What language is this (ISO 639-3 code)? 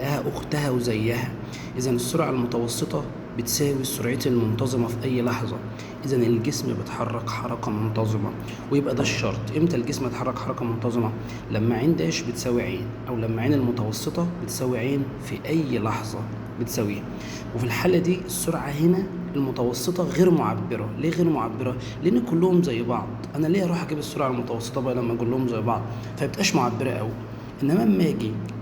arz